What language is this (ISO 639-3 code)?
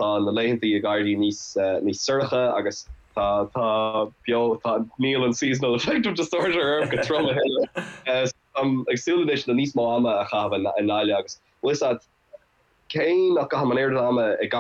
gle